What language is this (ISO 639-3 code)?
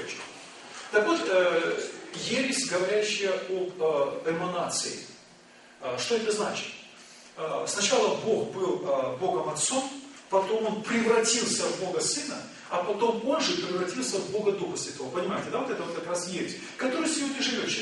rus